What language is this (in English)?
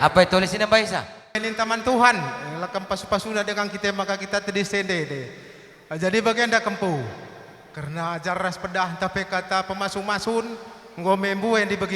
Batak Karo